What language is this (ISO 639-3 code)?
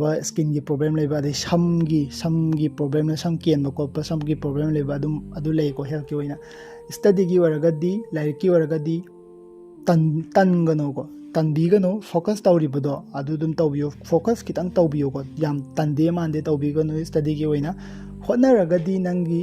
mni